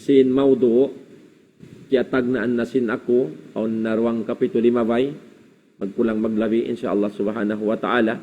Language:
Tausug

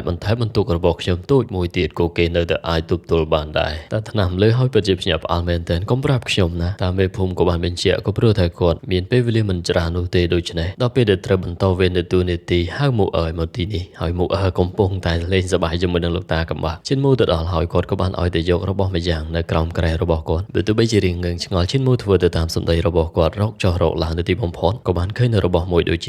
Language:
Khmer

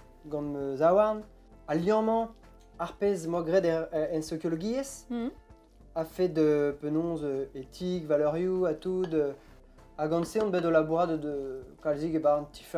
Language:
Breton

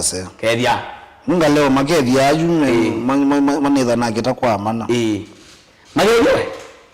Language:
Kamba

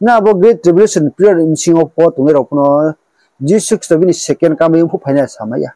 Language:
Riang (India)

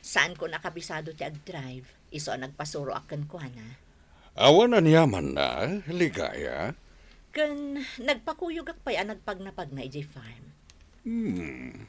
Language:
Iloko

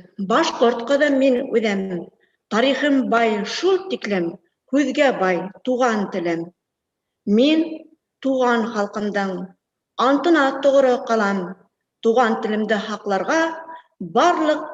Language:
Bashkir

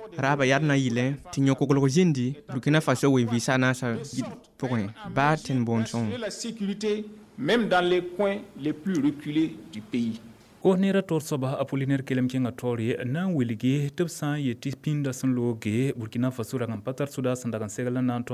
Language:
Mossi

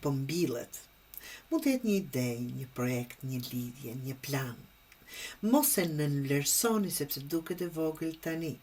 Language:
Albanian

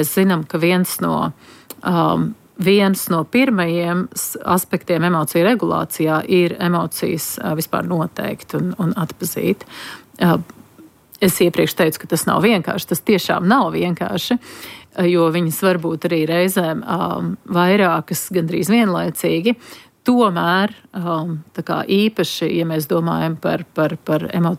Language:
Latvian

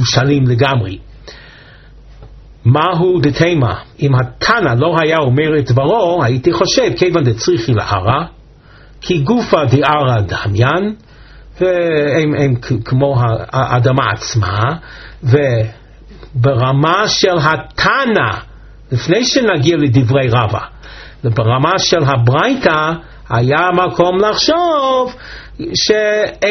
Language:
Hebrew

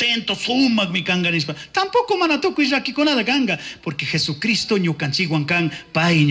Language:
Chimborazo Highland Quichua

